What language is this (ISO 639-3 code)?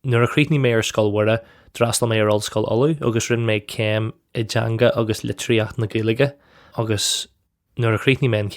gle